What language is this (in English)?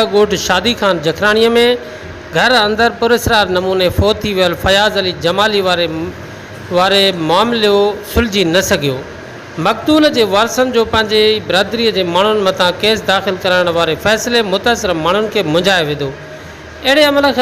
Sindhi